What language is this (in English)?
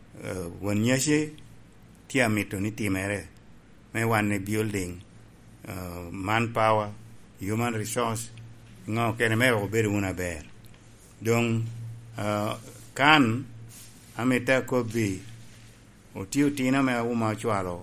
Lango (Uganda)